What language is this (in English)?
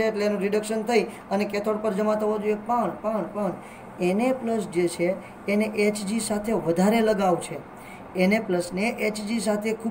Gujarati